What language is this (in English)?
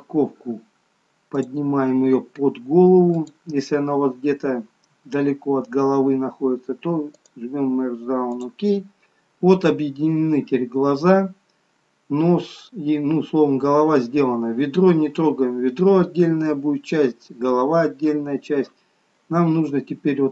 Russian